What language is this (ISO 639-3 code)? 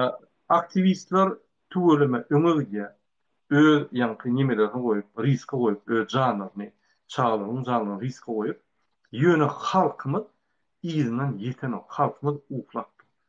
tuk